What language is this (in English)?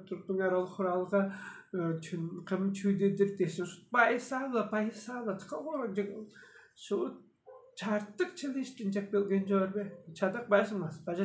Tuvinian